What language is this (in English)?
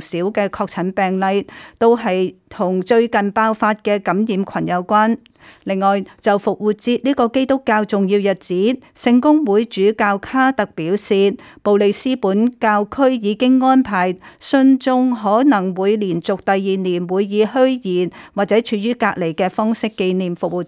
Cantonese